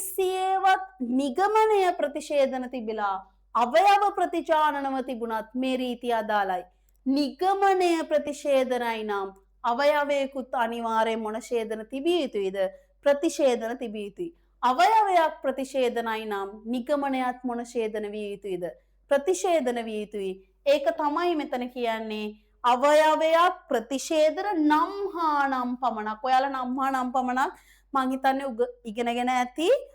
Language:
Sinhala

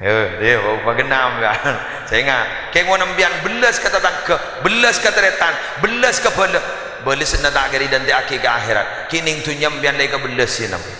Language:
Madurese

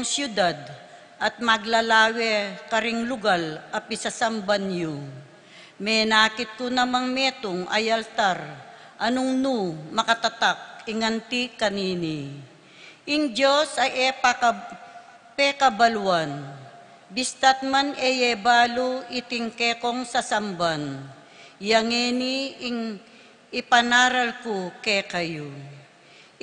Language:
Pampanga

